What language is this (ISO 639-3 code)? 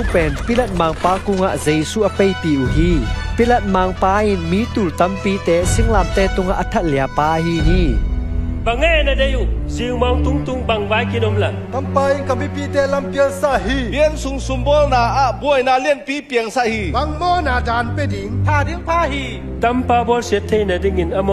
ctd